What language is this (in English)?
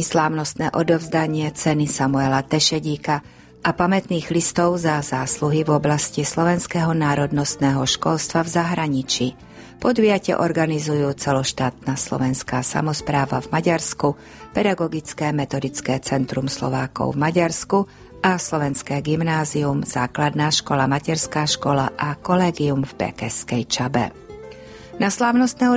Slovak